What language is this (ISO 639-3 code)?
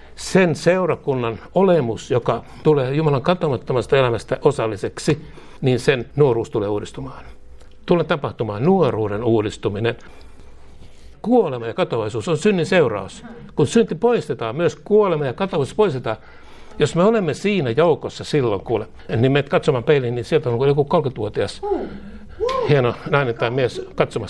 fin